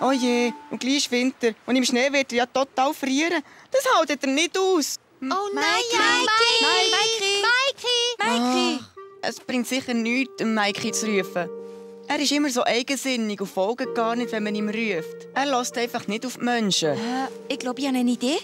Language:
Swiss German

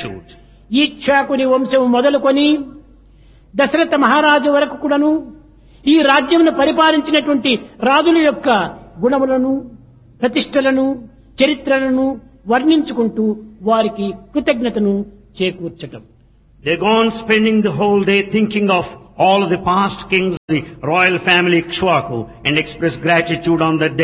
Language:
Telugu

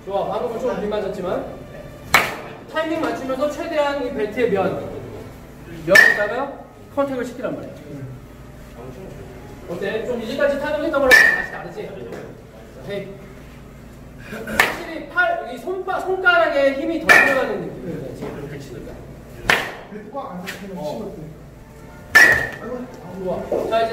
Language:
Korean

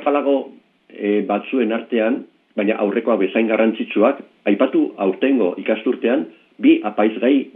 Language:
Basque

